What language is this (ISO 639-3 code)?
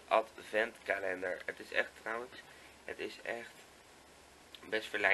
nld